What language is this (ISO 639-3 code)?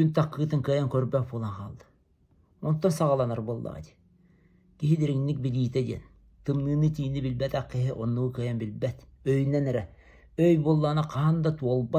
sah